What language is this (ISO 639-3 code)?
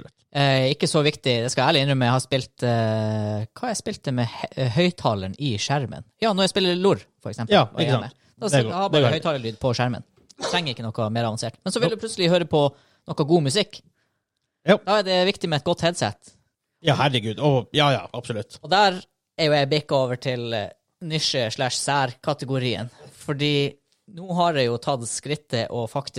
nor